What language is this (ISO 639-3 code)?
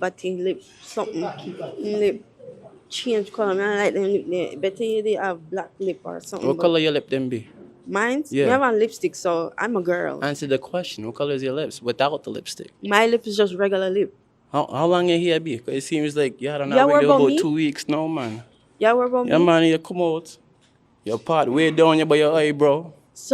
jam